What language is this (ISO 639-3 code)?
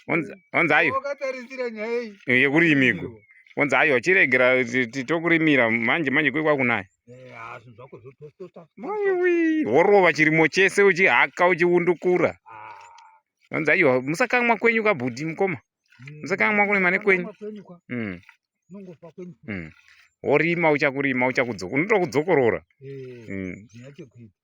sna